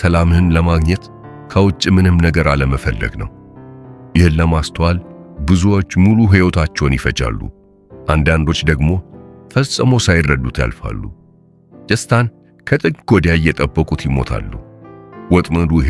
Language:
Amharic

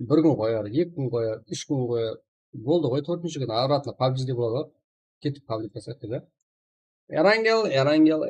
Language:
Kara-Kalpak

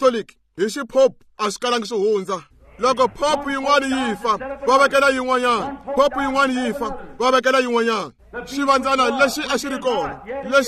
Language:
Tsonga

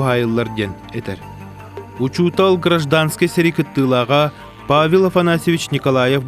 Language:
Yakut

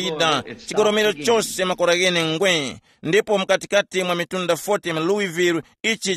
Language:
Tumbuka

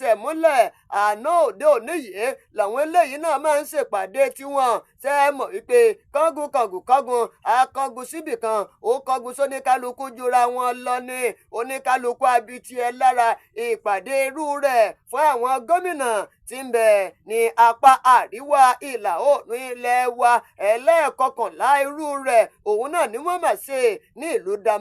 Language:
Yoruba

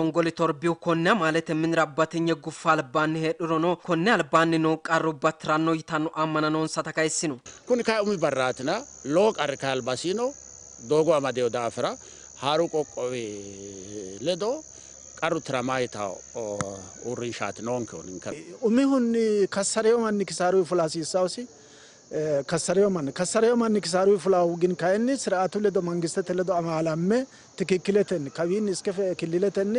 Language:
Sidamo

